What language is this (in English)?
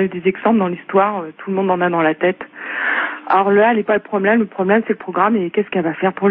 French